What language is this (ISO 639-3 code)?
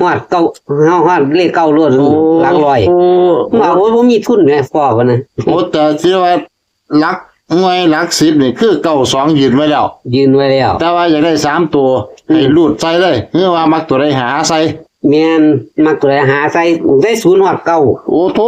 tts